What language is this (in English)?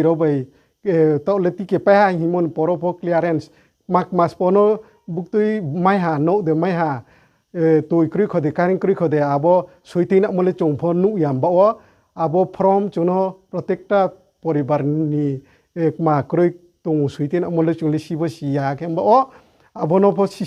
Riang (India)